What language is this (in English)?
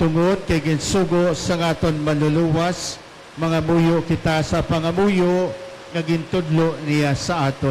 Hiligaynon